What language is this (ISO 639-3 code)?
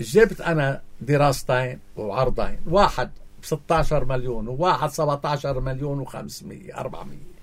apc